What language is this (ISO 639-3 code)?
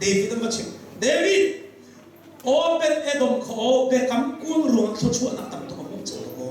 cnh